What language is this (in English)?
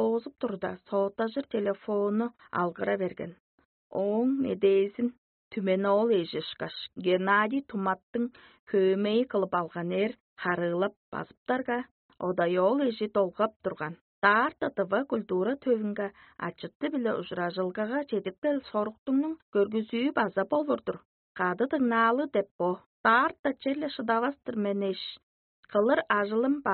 Tuvinian